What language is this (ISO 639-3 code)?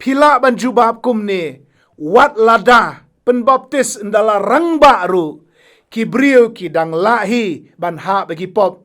kha